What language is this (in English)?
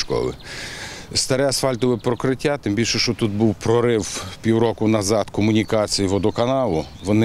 Ukrainian